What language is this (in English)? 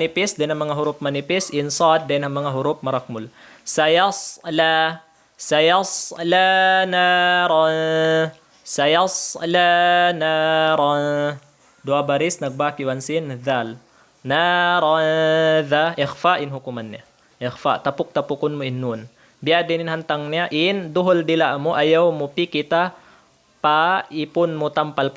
Tausug